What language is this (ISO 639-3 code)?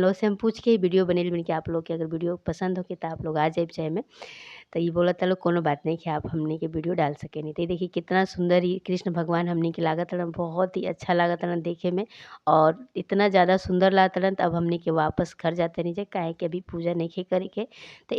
bho